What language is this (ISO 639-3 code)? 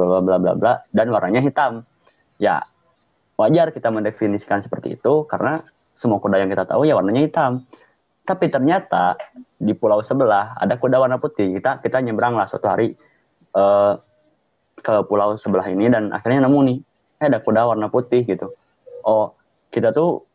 ind